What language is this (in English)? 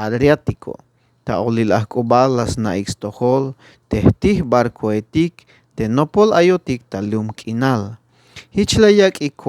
Tzeltal